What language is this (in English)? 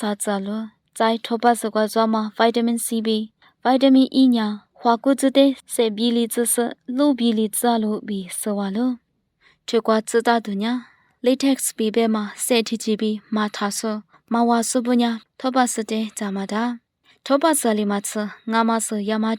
Lisu